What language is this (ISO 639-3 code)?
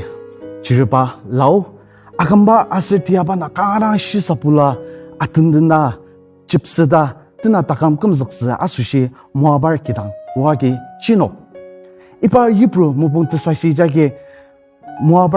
njo